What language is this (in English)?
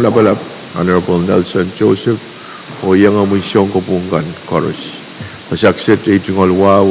Pohnpeian